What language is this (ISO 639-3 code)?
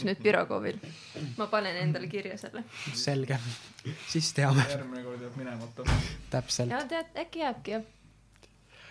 est